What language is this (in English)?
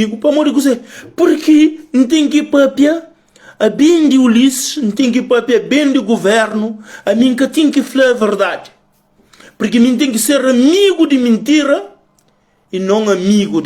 Kabuverdianu